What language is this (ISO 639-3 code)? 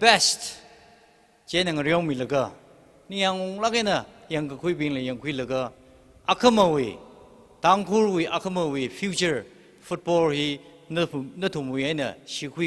nmf